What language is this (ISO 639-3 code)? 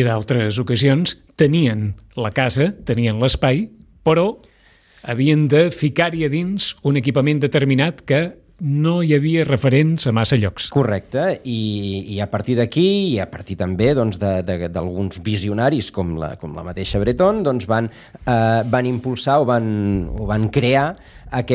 cat